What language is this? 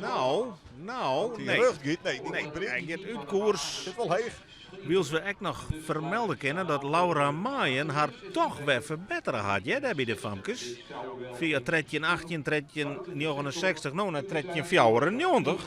Western Frisian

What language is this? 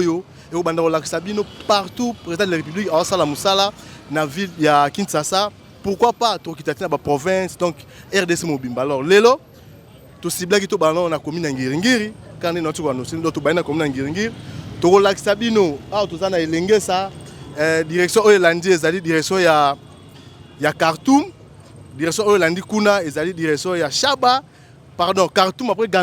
Lingala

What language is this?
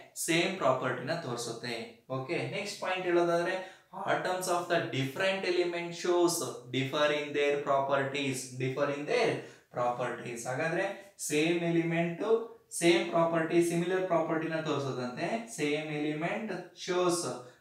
Kannada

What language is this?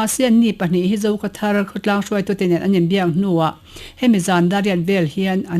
Mizo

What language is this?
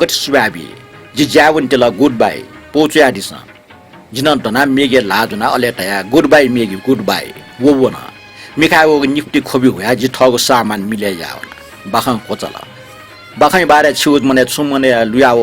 Newari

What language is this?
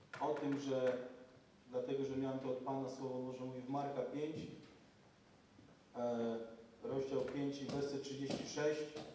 Polish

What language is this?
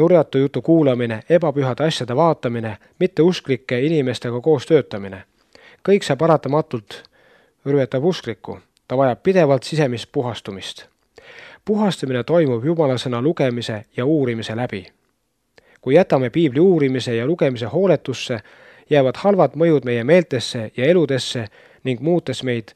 Estonian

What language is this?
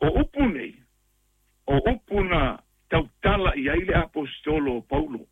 Samoan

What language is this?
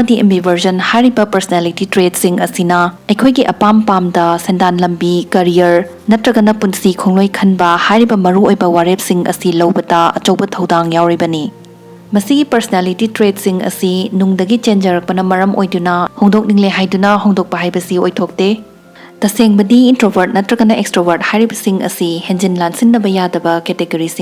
Manipuri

